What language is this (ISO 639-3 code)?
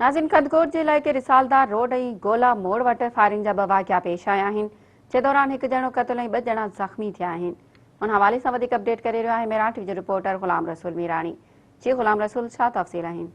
snd